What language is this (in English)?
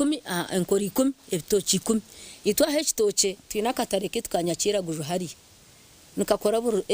Nyankole